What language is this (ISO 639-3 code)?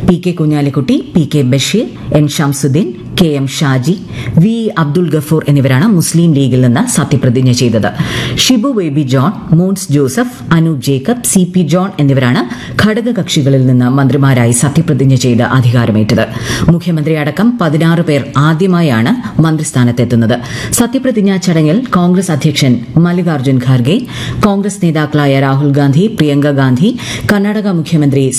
mal